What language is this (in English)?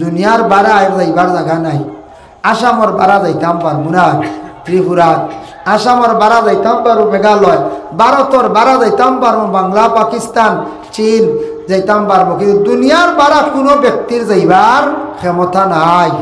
Sylheti